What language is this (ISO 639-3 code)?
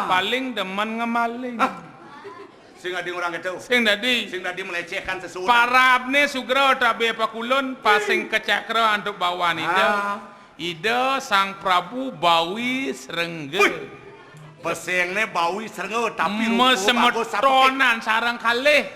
ban